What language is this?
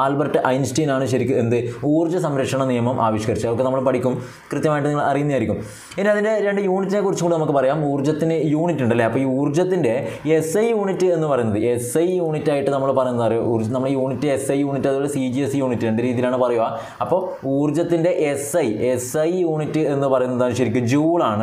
Malayalam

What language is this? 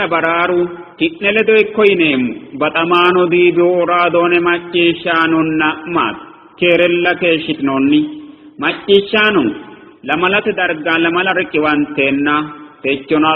Sidamo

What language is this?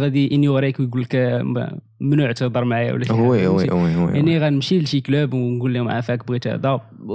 Moroccan Arabic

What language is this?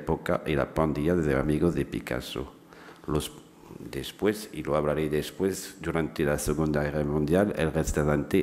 Spanish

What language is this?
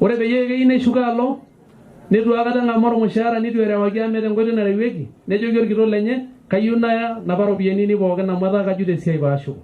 Masai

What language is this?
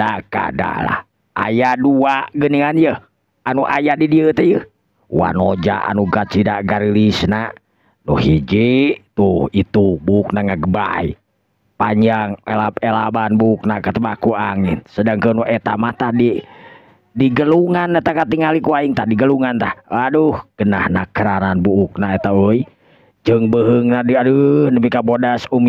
Sundanese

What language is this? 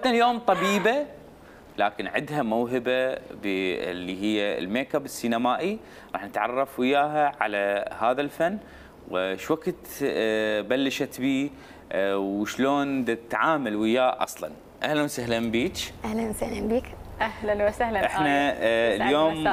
Mesopotamian Arabic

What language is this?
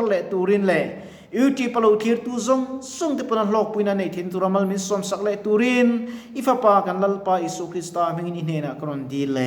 Mizo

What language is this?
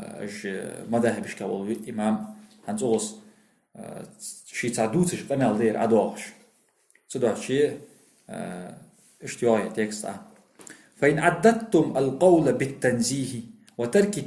Ingush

